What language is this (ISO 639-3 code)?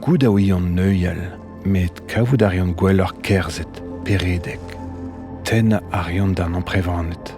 bre